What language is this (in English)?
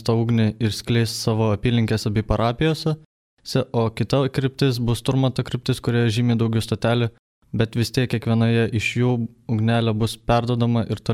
Lithuanian